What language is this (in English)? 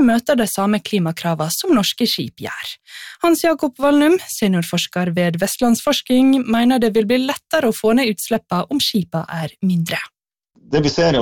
Norwegian